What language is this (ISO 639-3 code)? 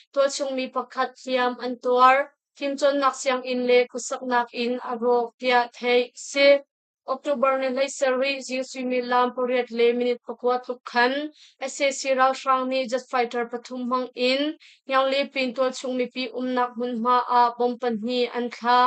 cnh